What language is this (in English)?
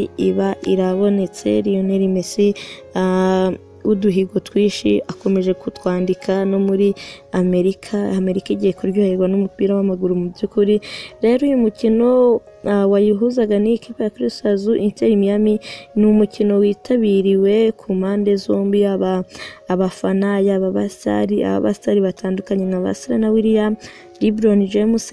Kinyarwanda